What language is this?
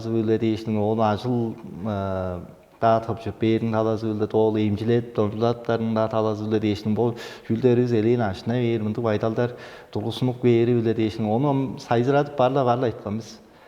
Tuvinian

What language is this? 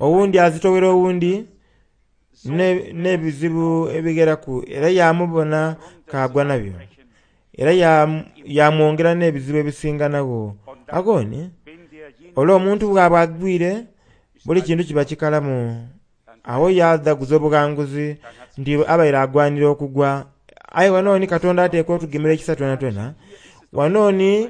Soga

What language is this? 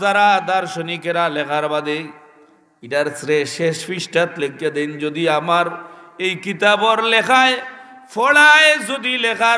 Sylheti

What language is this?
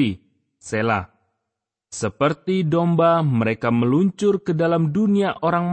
Indonesian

